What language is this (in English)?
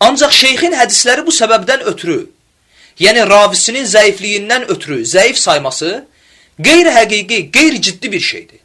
Azerbaijani